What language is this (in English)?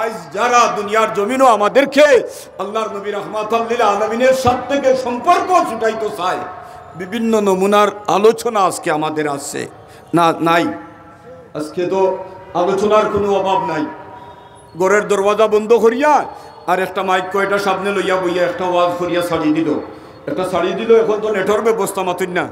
Sylheti